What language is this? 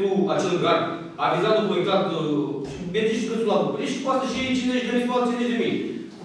Romanian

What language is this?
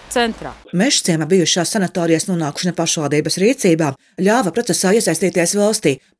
Latvian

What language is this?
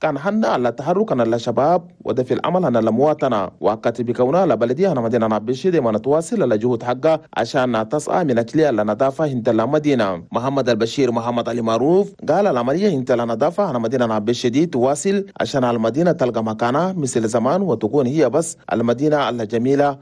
Chadian Arabic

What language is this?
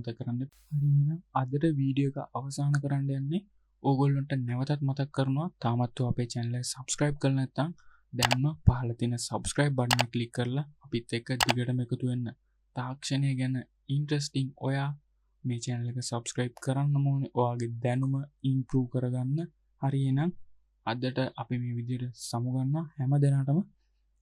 Sinhala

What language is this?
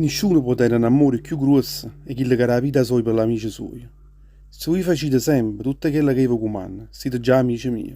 Neapolitan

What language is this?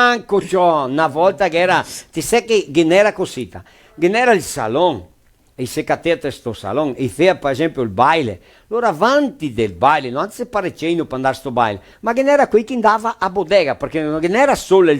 Venetian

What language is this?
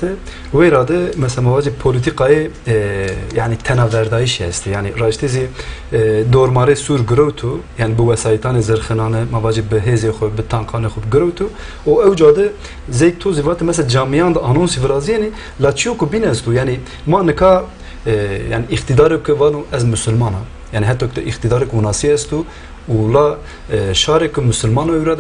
Zaza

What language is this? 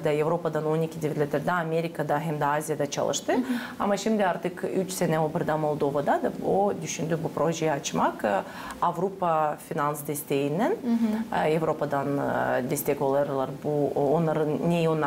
Gagauz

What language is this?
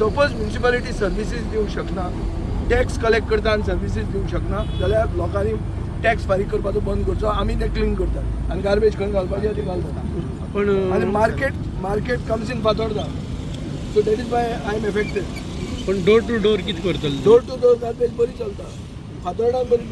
Konkani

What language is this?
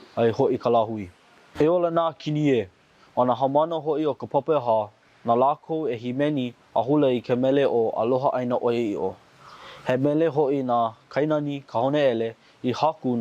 Hawaiian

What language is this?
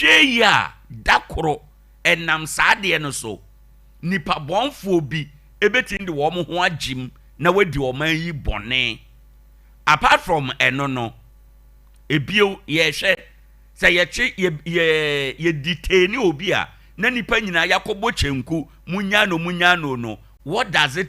Akan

